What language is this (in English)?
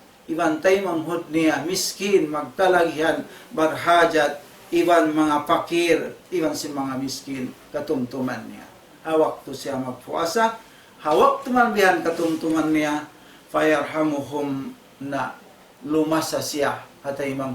Tausug